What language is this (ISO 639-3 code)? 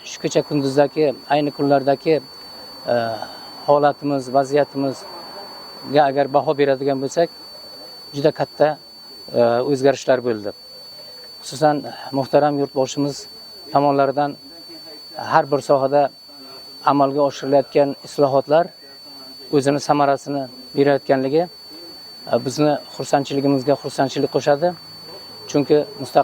uzb